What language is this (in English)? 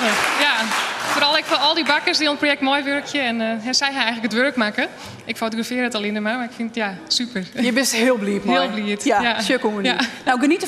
Western Frisian